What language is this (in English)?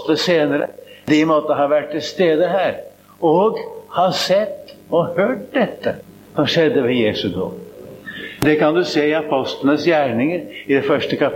Norwegian